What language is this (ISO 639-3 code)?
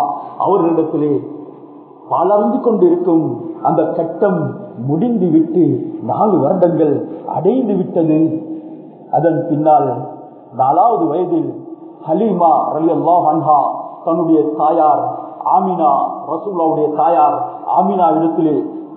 tam